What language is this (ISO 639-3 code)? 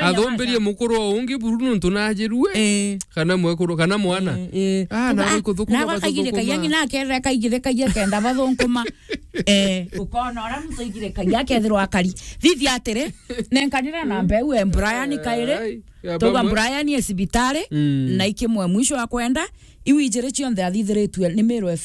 mer